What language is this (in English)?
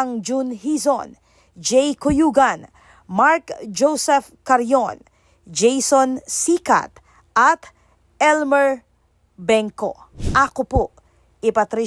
Pampanga